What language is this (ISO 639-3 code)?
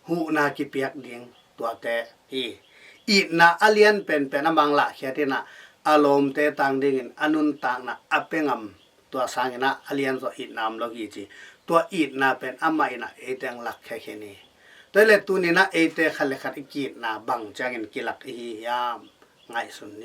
ctd